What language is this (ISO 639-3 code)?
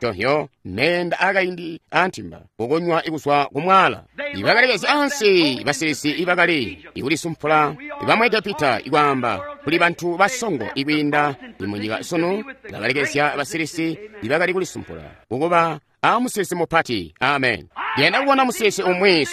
toi